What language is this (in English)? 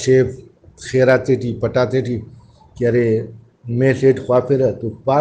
Brahui